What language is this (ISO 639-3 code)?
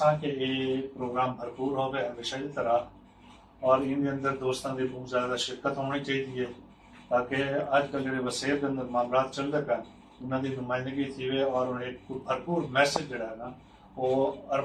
skr